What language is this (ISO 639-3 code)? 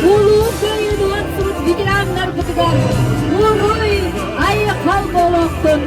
sah